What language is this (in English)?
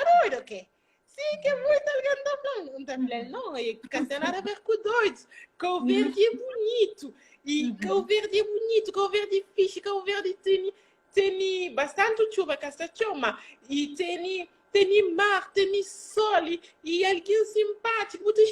Kabuverdianu